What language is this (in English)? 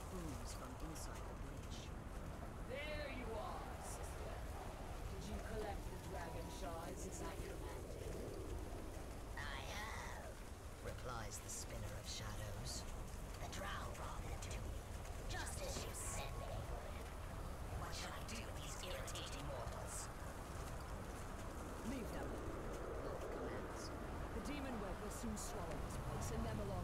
English